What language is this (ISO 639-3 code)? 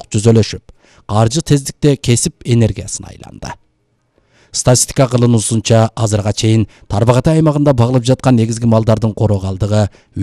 kir